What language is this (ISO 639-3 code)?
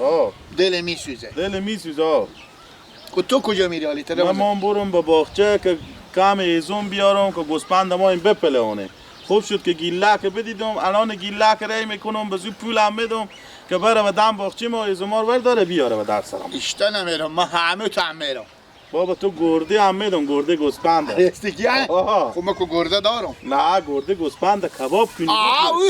fas